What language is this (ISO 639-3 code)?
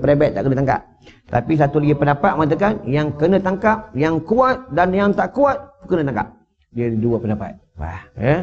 msa